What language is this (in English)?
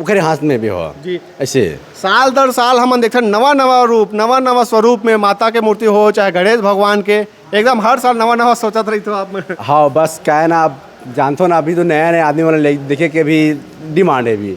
Chhattisgarhi